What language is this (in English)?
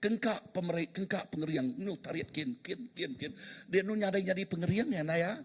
Iban